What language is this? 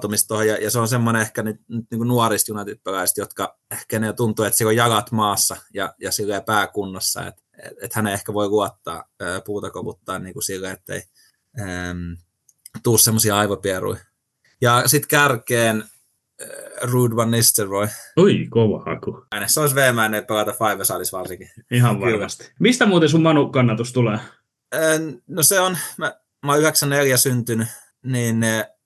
Finnish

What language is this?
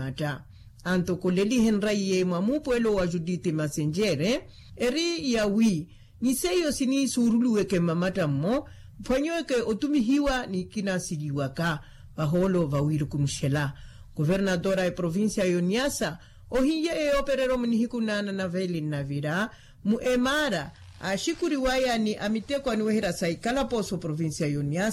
Makhuwa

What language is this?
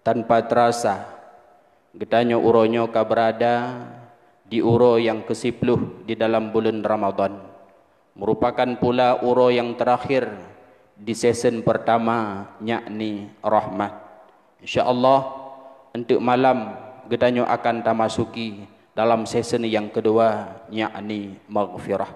Achinese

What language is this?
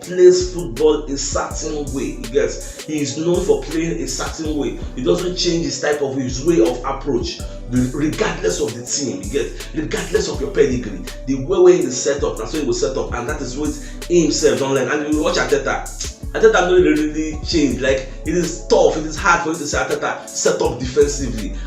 Nigerian Pidgin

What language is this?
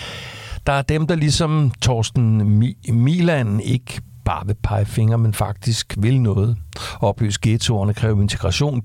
Danish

